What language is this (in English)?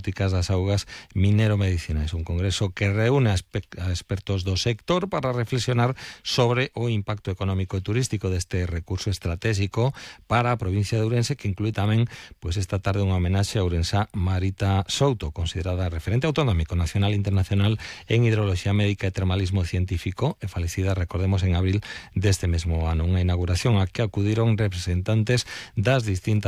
Galician